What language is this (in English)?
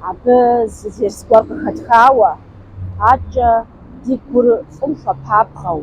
Kabardian